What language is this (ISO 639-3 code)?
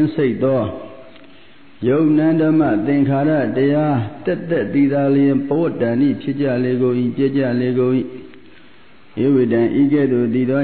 mya